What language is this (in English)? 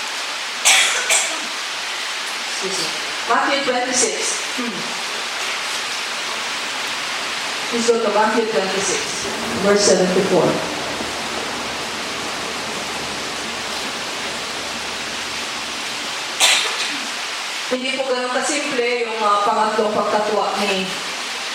Filipino